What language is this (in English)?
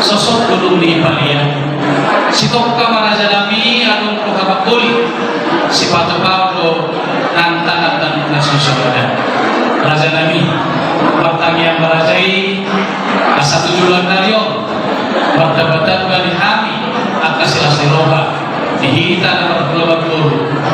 Batak Toba